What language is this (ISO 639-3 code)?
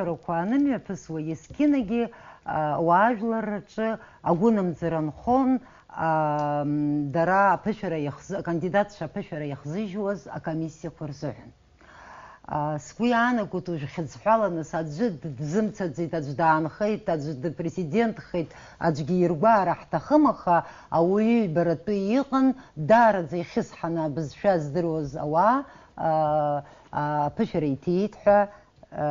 abk